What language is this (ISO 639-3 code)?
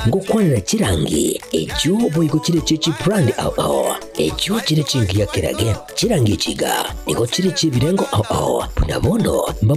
guz